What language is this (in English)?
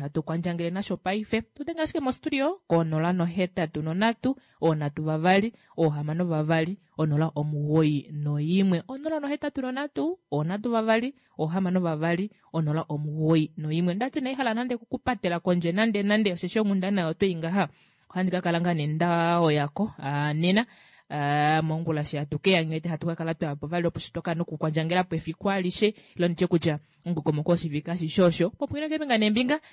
Kuanyama